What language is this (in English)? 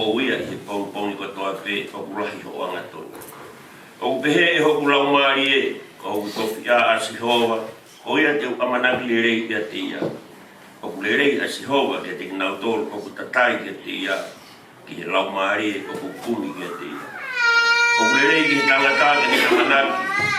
Tongan